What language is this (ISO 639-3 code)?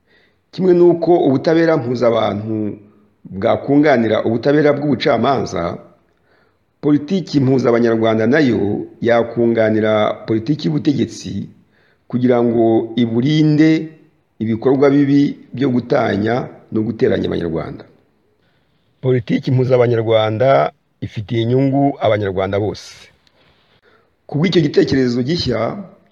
kin